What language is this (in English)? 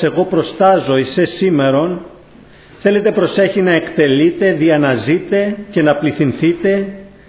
Greek